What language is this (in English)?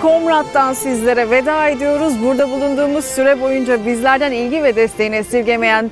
Gagauz